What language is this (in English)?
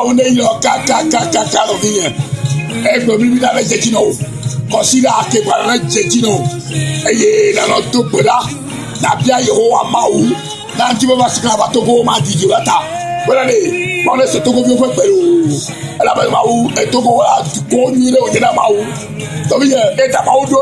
Ewe